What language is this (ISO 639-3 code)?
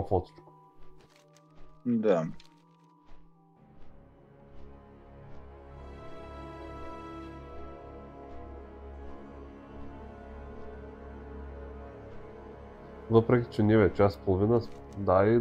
bul